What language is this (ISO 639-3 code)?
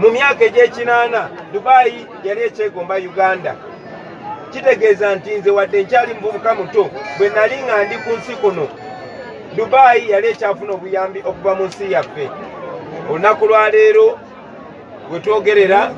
lug